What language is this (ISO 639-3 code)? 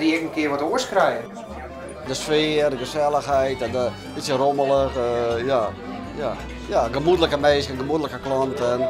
fry